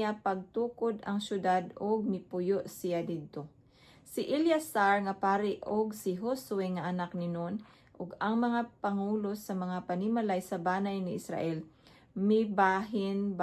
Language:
Cebuano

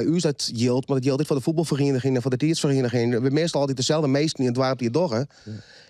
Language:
Western Frisian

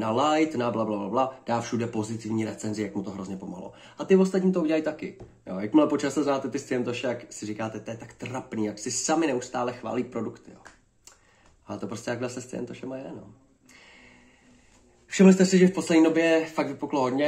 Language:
Czech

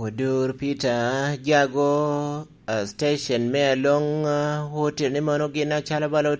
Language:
Lango (Uganda)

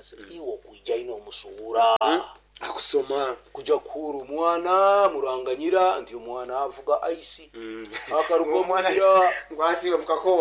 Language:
Nyankole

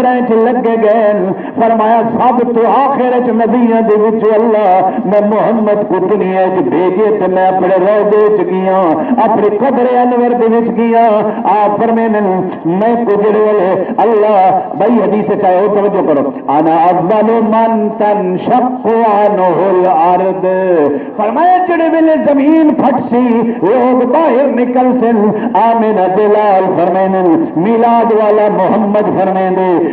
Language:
Saraiki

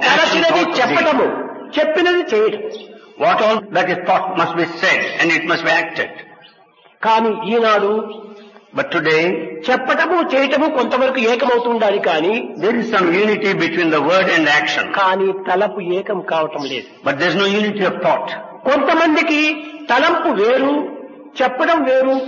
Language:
Telugu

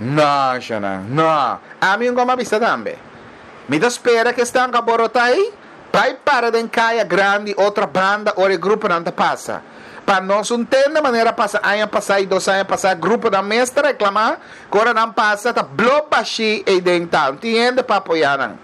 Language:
Papiamento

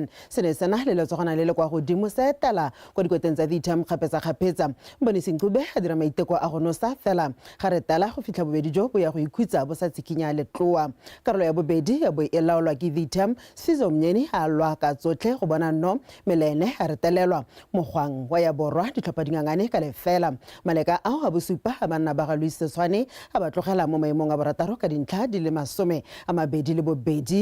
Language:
Tswana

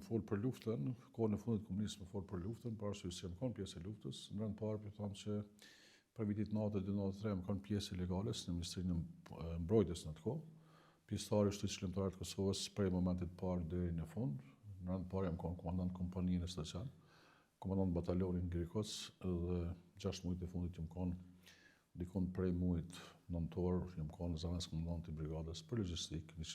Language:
Albanian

